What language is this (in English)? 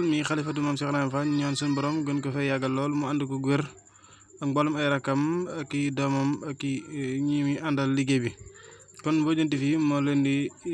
Wolof